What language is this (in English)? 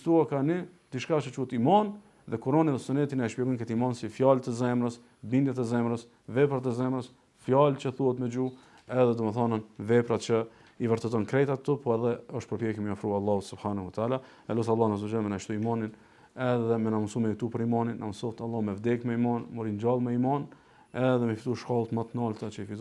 Albanian